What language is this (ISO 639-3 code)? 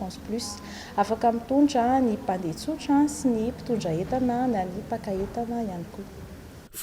mlg